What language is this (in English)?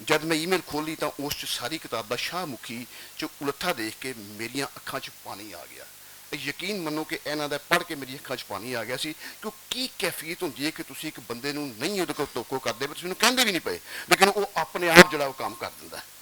Western Panjabi